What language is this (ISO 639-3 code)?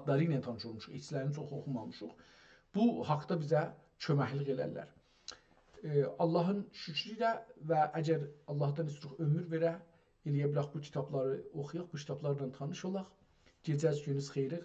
azb